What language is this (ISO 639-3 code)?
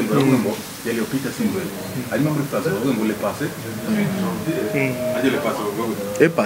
kin